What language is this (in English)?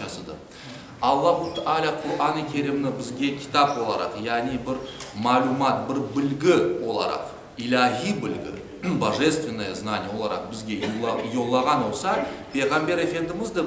Crimean Tatar